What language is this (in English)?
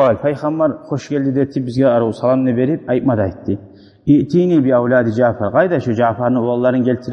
Kumyk